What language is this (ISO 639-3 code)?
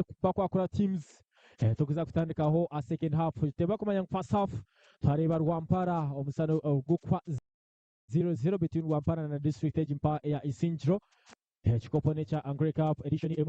nyn